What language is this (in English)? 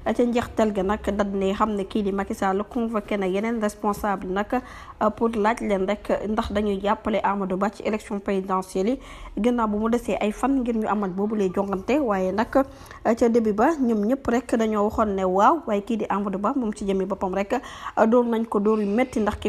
Wolof